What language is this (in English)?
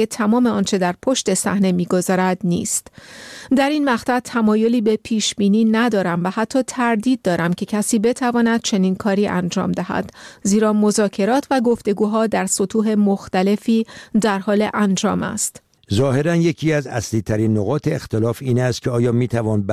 Persian